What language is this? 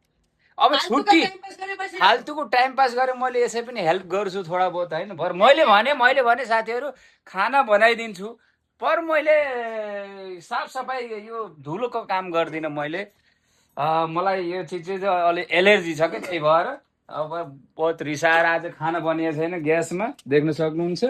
Nepali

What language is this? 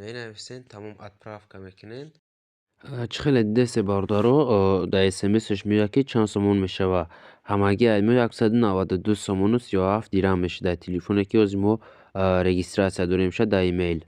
Tajik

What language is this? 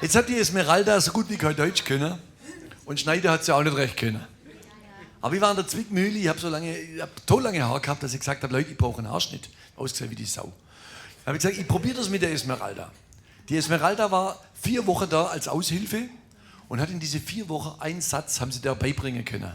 Swabian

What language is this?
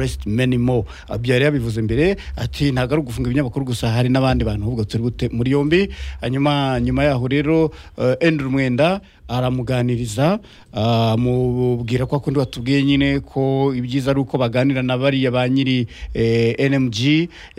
Kinyarwanda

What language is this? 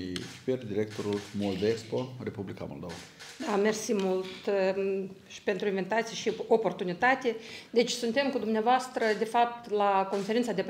Romanian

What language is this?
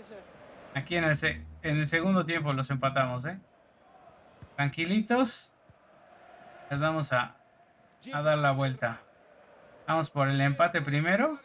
Spanish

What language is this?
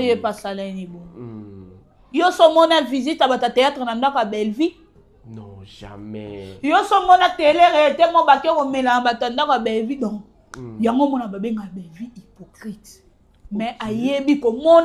Lingala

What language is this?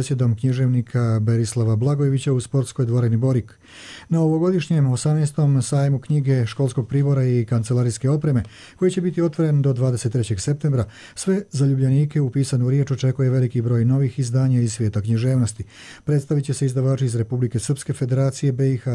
Croatian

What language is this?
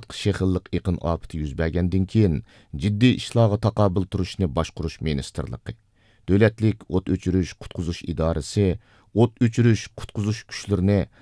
Uyghur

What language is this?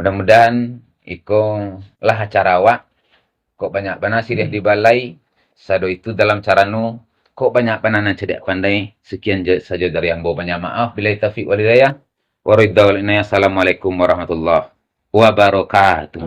Minangkabau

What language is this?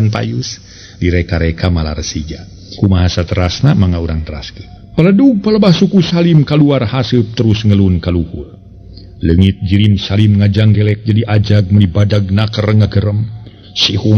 Sundanese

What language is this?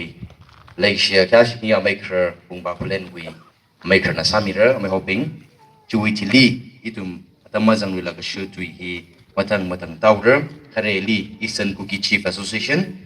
Tangkhul Naga (India)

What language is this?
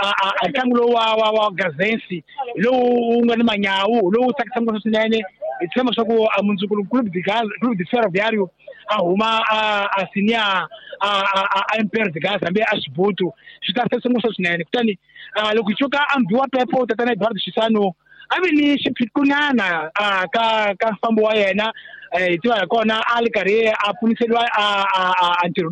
Tsonga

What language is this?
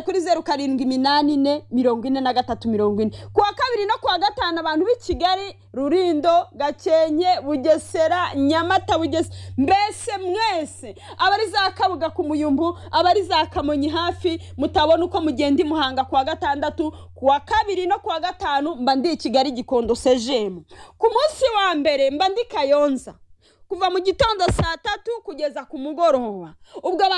Kinyarwanda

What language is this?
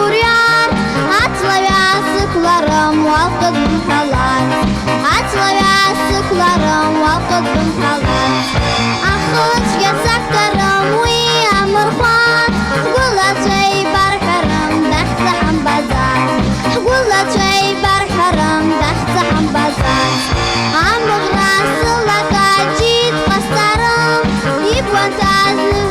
Abkhazian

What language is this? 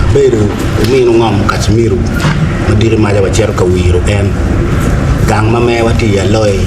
Acoli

